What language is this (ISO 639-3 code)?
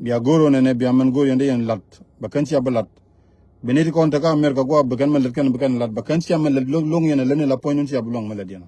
nus